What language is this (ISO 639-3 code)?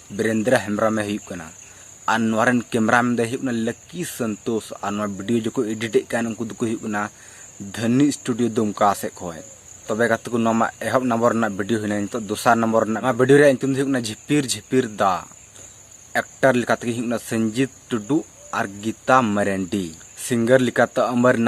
sat